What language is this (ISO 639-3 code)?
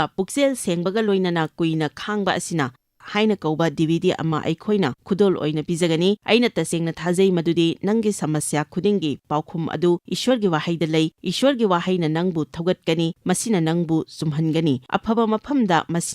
mni